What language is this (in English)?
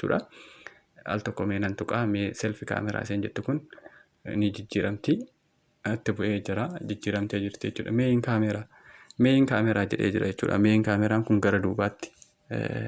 Oromo